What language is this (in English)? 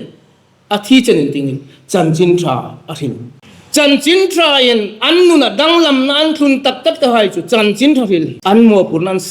Hmar